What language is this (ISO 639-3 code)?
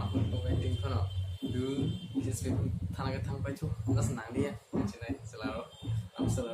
trp